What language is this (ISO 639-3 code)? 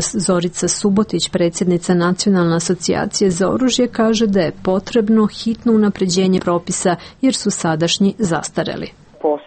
srp